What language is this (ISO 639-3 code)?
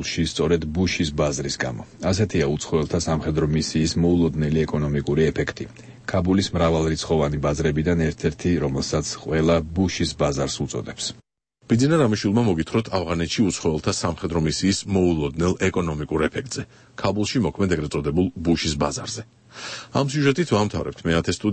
kat